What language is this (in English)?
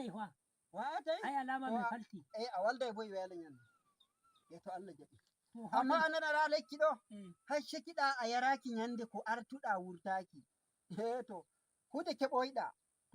Nigerian Fulfulde